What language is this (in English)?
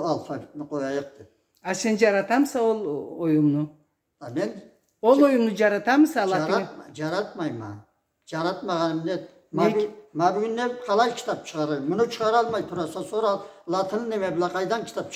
Karachay-Balkar